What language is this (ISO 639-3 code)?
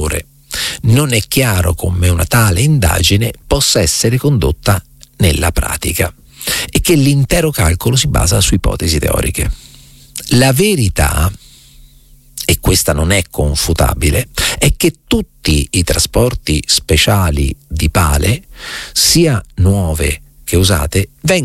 ita